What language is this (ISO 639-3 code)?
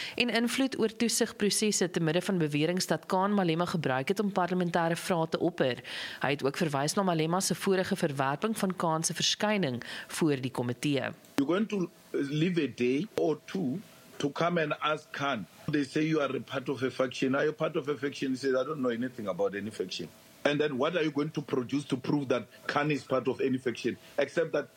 afr